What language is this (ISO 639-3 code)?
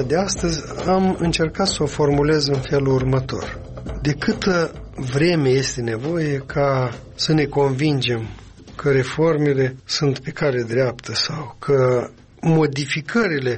ron